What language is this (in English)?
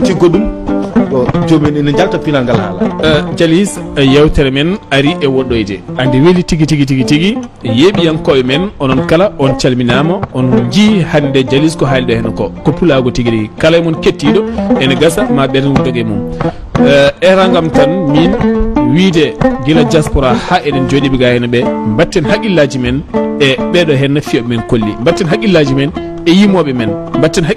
Fula